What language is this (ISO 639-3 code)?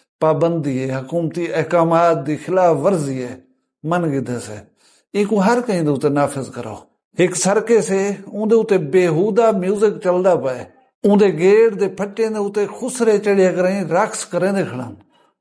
skr